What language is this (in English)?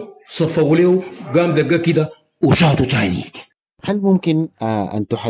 Sudanese Arabic